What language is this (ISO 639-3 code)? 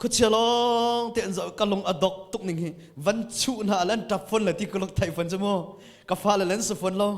cnh